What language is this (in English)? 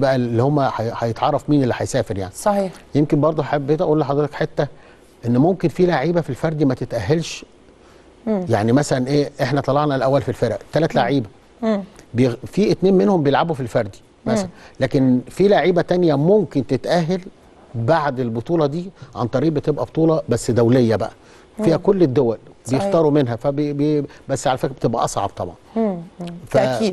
Egyptian Arabic